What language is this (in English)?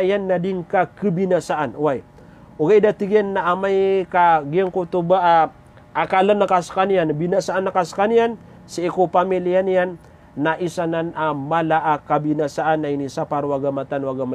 Maranao